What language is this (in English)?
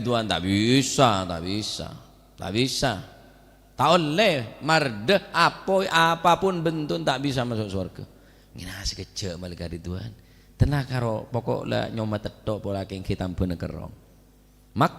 Madurese